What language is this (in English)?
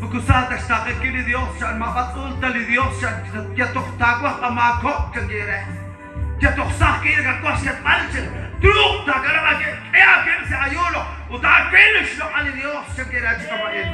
Kekchí